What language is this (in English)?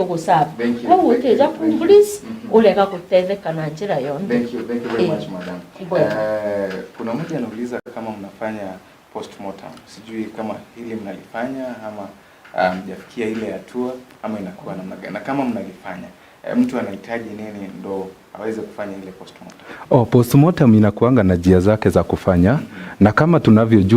Meru